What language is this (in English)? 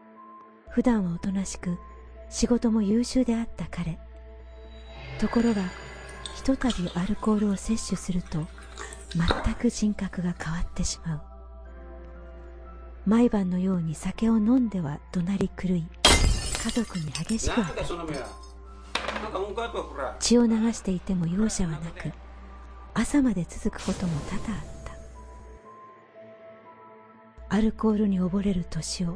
Japanese